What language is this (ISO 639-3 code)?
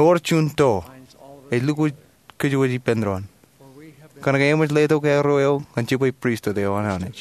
mah